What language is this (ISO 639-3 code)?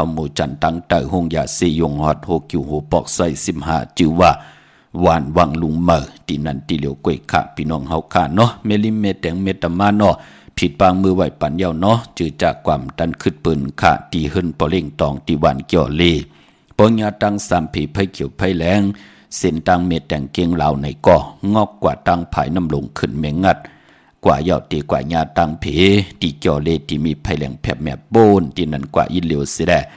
shn